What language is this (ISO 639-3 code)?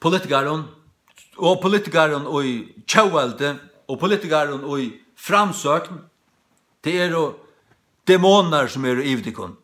fao